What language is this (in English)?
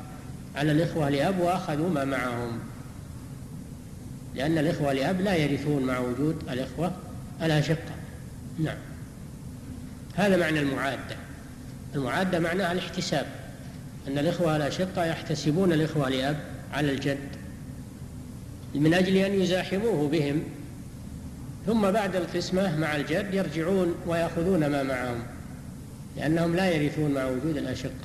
Arabic